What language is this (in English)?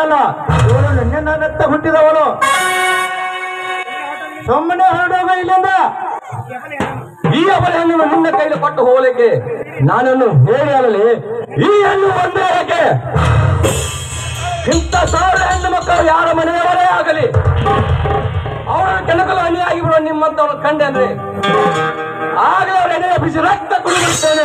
Kannada